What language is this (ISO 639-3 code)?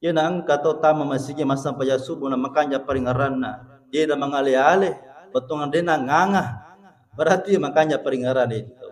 bug